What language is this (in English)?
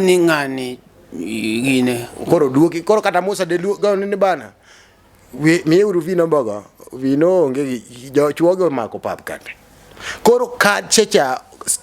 Luo (Kenya and Tanzania)